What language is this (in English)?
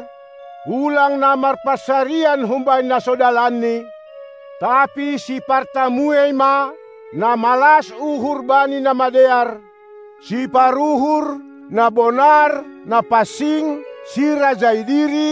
Batak Simalungun